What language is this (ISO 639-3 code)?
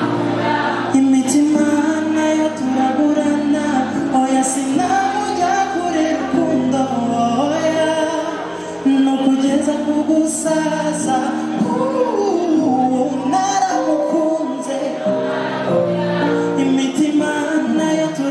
kin